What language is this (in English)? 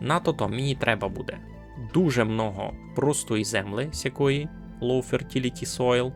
Rusyn